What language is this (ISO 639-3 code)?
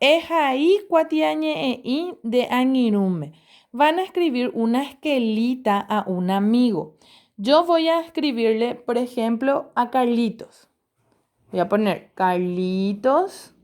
grn